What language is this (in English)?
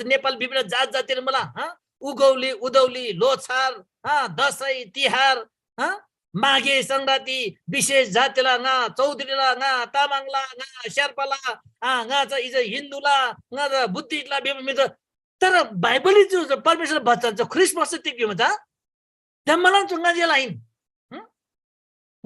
Eastern Tamang